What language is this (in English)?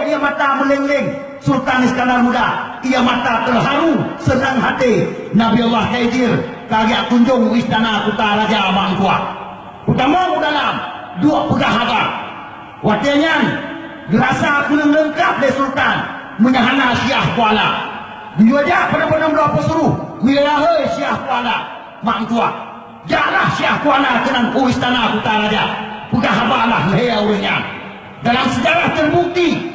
Achinese